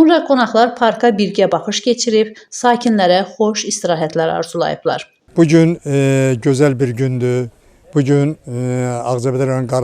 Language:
Azerbaijani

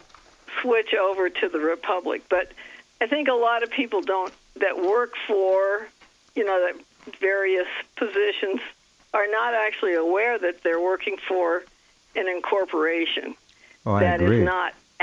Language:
English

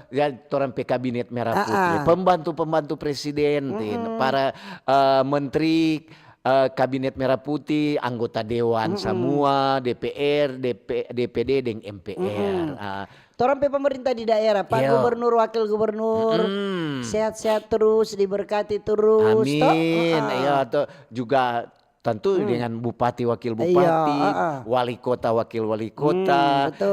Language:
Manado Malay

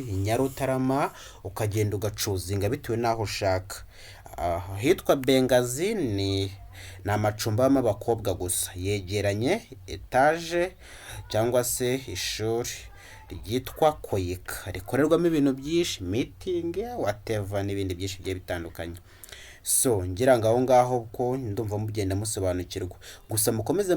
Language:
Kinyarwanda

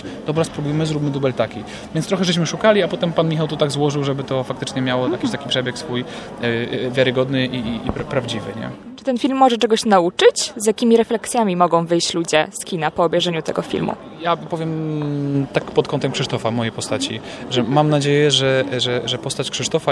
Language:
Polish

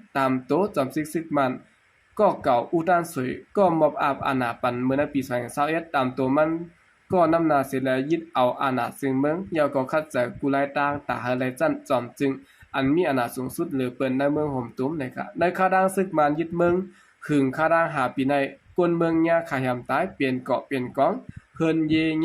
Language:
Shan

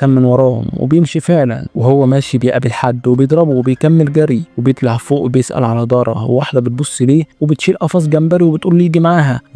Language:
Egyptian Arabic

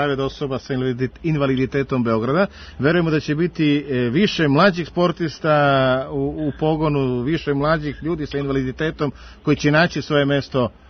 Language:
Serbian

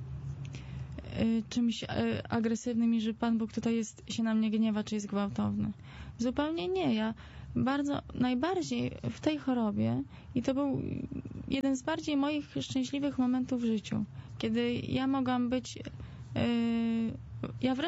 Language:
Polish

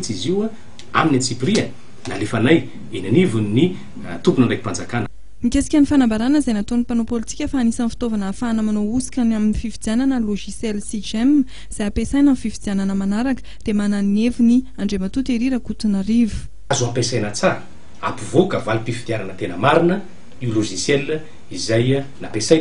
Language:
Malagasy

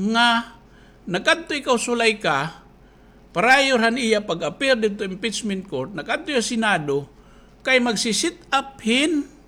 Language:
Waray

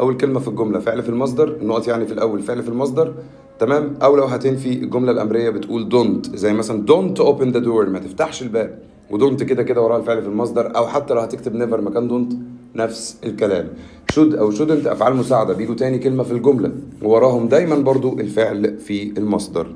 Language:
Egyptian Arabic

